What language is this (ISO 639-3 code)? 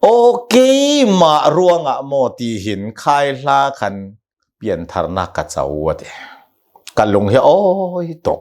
cnh